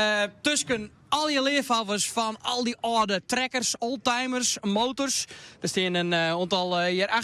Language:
Western Frisian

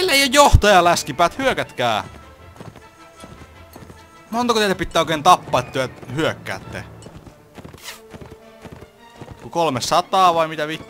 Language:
Finnish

